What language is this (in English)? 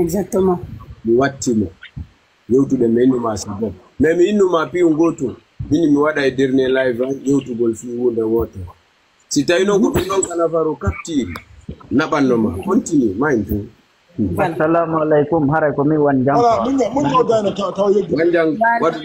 Fula